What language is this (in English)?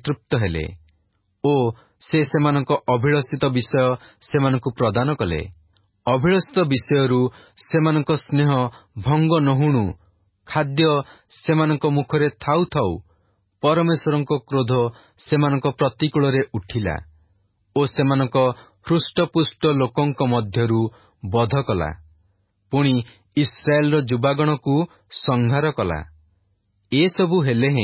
Odia